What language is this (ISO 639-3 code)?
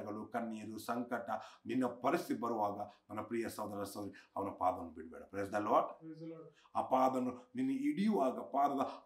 kan